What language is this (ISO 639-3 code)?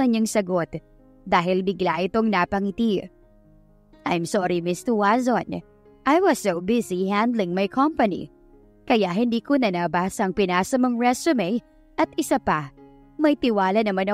fil